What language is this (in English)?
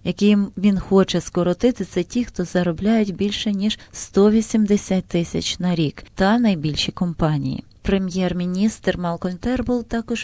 Ukrainian